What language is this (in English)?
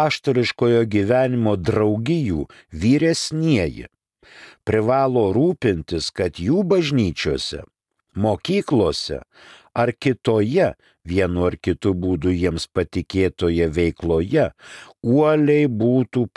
Lithuanian